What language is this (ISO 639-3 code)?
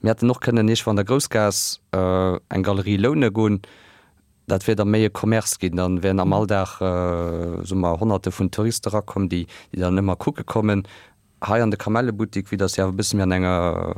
ltz